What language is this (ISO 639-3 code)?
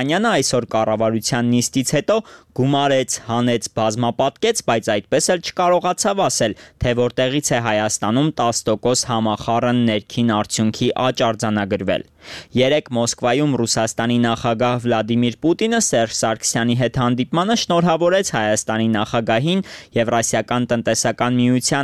hye